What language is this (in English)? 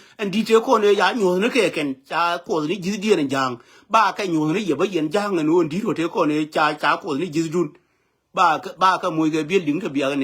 Nuer